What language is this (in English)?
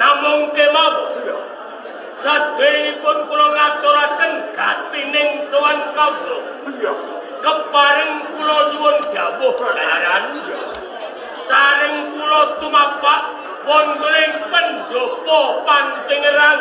Javanese